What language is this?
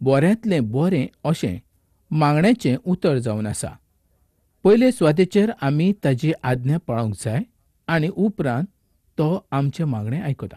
Konkani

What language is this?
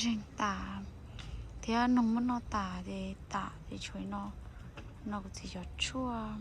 Hmong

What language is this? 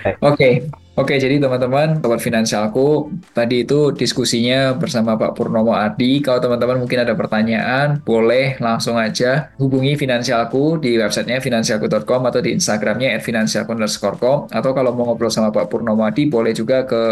Indonesian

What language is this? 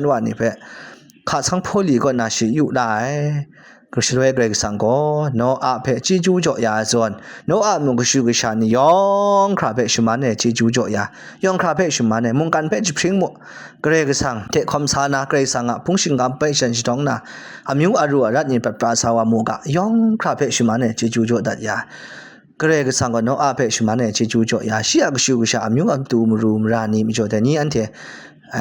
Kachin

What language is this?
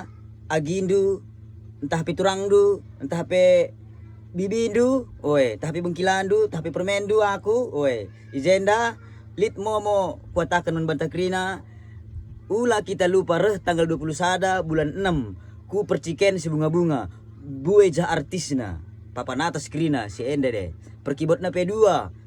Batak Karo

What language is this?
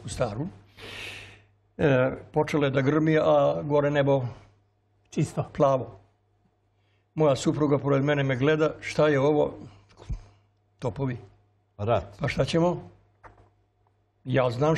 Serbian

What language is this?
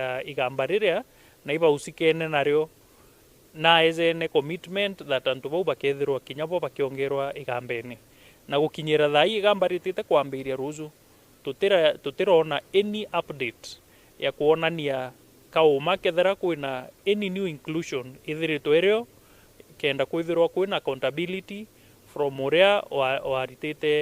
Meru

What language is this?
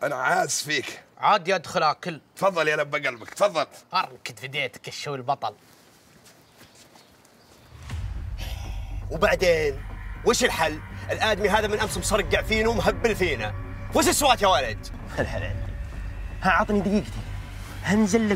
Najdi Arabic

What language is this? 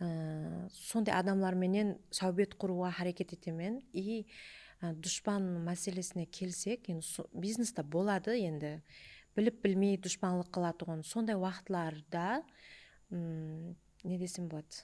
Kara-Kalpak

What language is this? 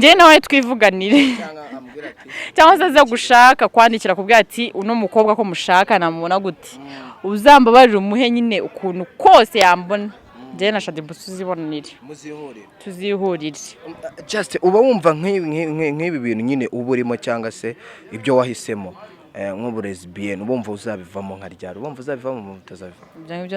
Kinyarwanda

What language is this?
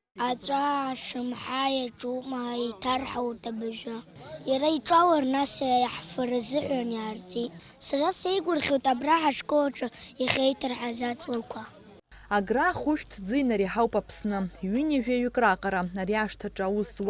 Abkhazian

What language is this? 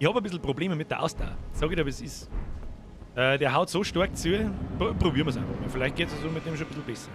Bavarian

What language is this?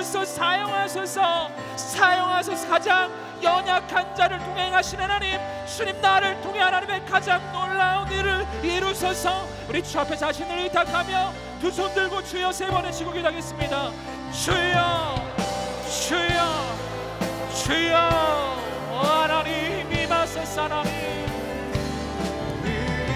Korean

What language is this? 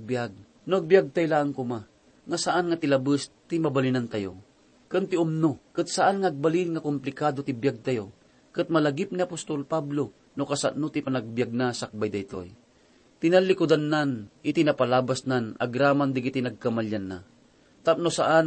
Iloko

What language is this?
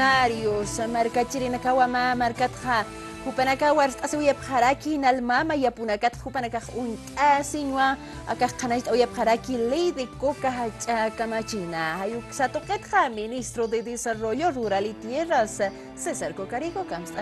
Aymara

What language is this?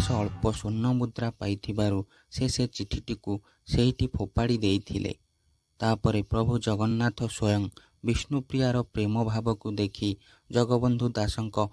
Odia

